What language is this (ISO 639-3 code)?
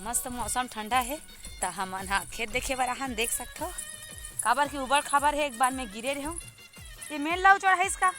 hne